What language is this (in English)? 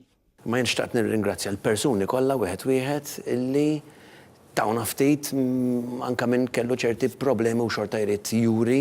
Maltese